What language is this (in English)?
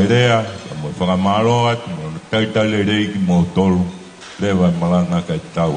Tongan